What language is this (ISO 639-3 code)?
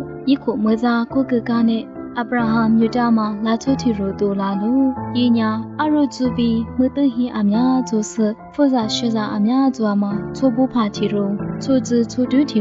lis